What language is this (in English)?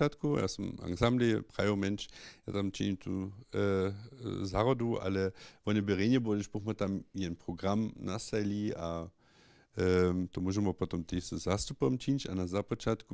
Upper Sorbian